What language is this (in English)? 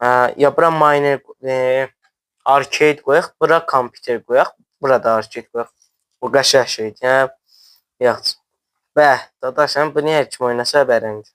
South Azerbaijani